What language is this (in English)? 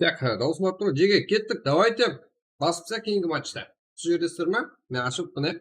Kara-Kalpak